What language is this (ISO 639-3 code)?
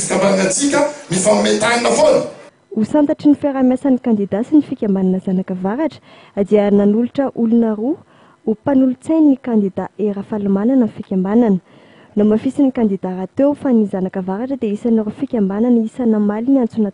mlg